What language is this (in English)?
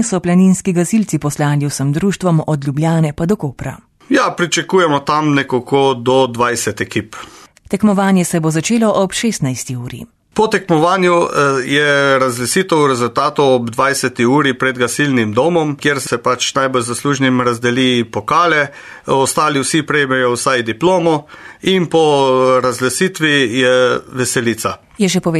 Slovenian